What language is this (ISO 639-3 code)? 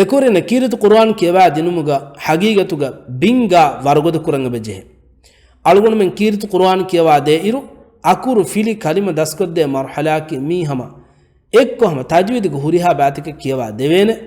div